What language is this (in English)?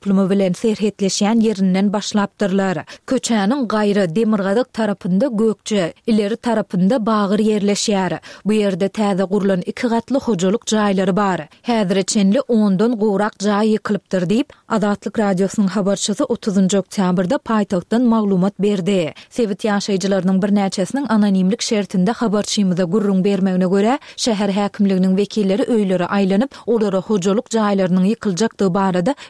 Turkmen